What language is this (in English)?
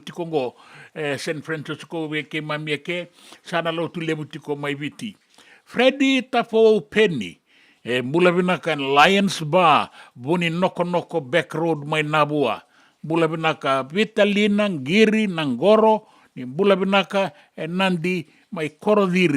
Fijian